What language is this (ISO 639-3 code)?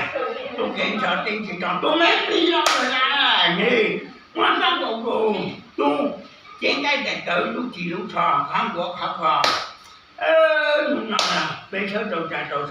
hmn